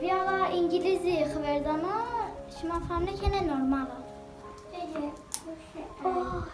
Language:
Kurdish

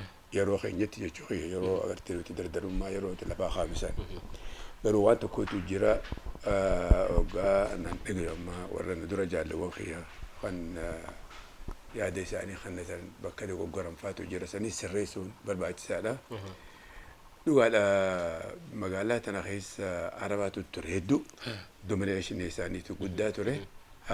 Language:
Oromo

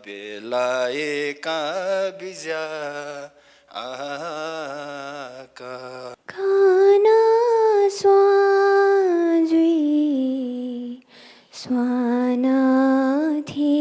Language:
Newari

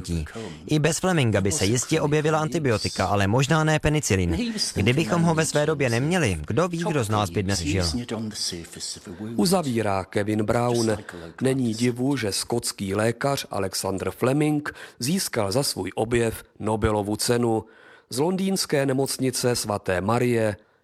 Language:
Czech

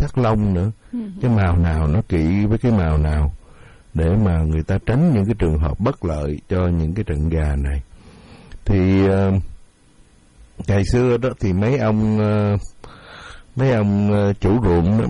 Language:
Vietnamese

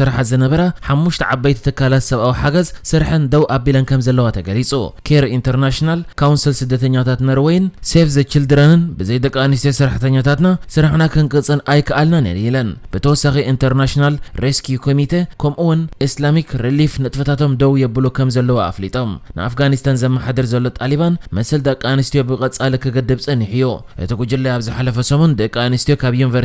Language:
Tigrinya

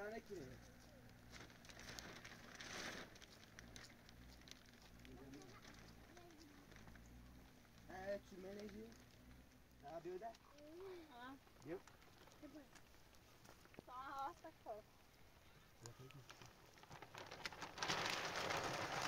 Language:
Persian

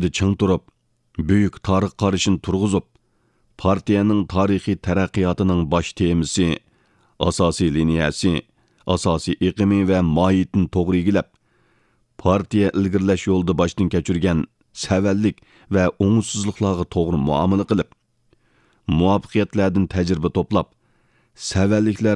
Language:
Uyghur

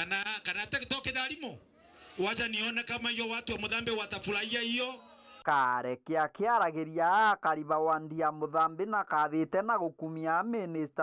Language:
Meru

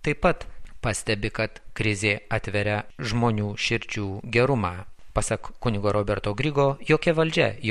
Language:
Lithuanian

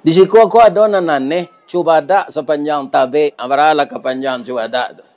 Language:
Minangkabau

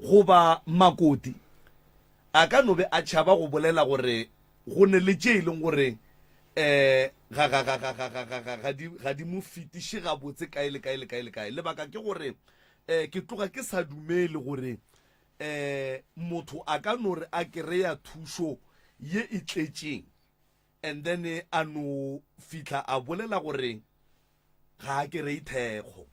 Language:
Northern Sotho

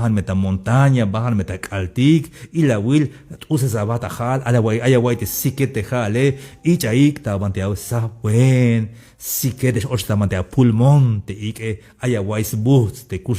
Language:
Tzeltal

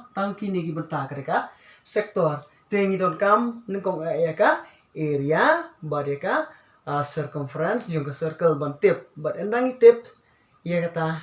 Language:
Khasi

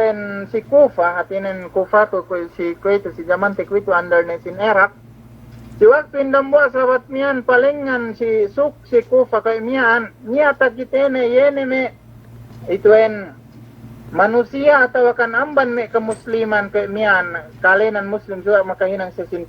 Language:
Yakan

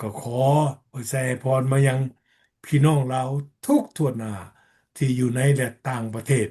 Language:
Lao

